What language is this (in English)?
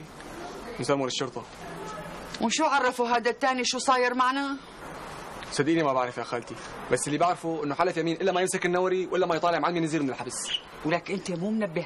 North Levantine Arabic